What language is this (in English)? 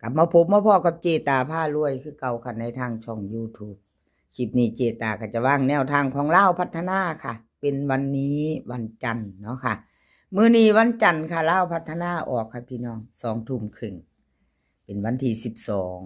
Northeastern Thai